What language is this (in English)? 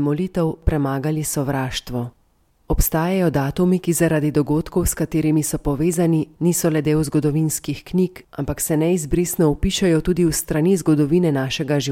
Slovenian